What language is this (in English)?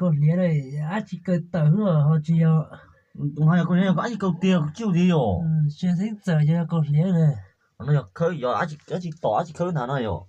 Hmong